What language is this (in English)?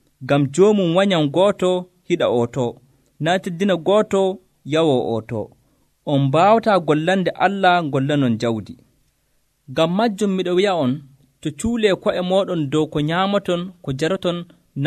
Nigerian Fulfulde